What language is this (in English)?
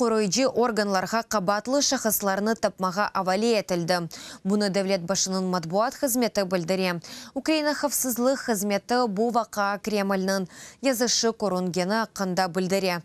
Crimean Tatar